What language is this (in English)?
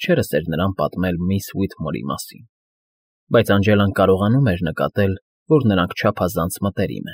Armenian